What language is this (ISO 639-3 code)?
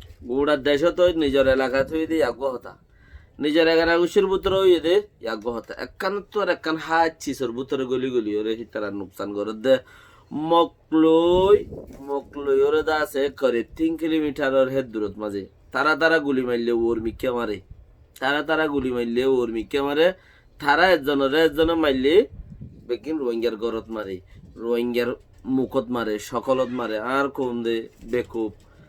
rhg